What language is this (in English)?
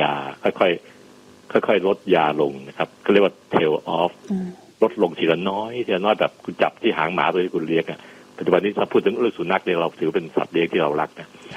Thai